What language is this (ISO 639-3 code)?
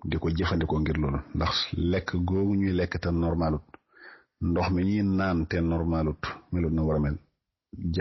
wol